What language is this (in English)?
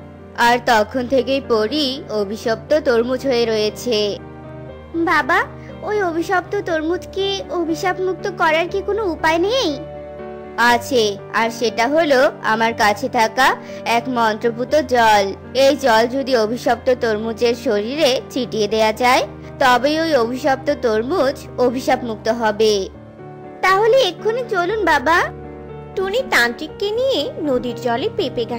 Bangla